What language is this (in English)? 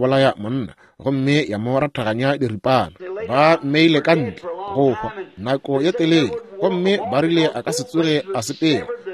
Northern Sotho